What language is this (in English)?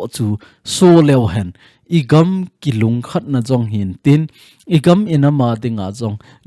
Thado Chin